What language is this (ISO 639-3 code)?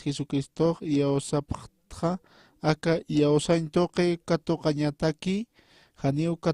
aym